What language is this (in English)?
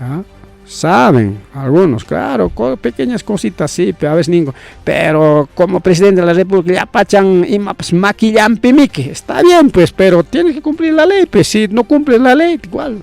Ayacucho Quechua